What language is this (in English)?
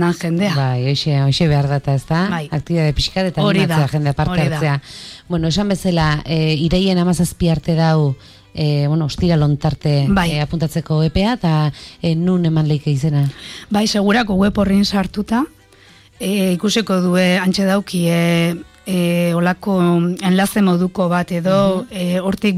Basque